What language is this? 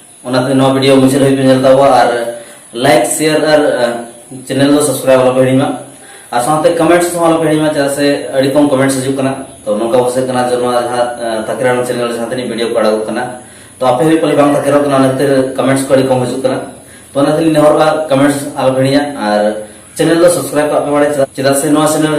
Santali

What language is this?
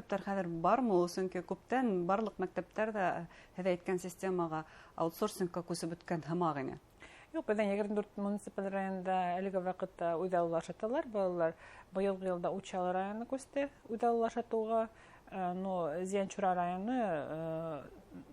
Bashkir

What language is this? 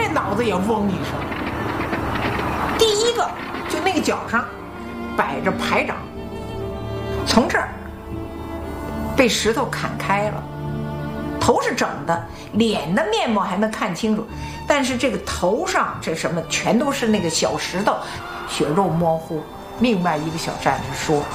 Chinese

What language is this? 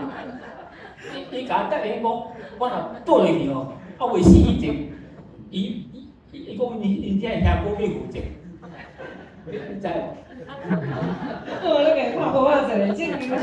Min Nan Chinese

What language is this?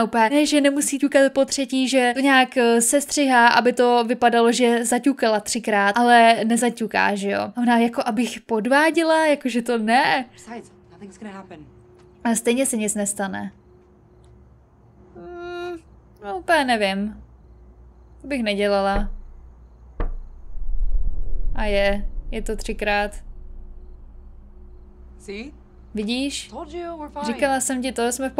Czech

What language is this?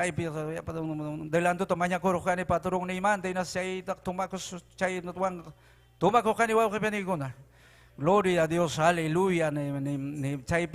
Ayacucho Quechua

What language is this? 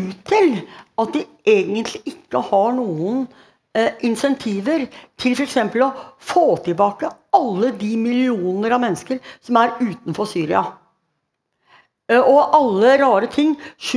Norwegian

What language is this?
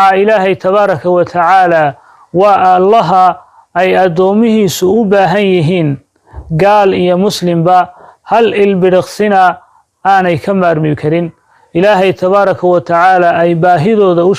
Somali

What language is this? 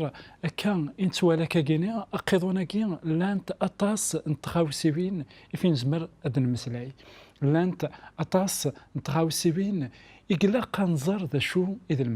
Kabyle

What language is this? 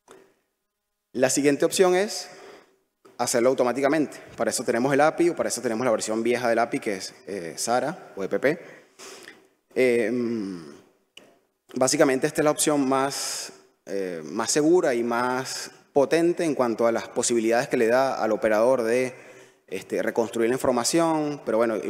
Spanish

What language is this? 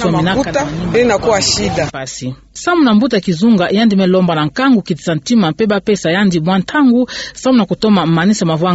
Kituba (Democratic Republic of Congo)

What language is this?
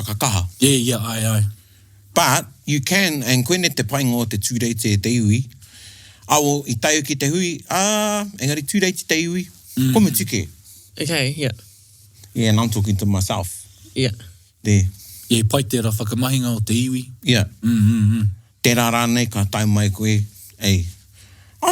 Māori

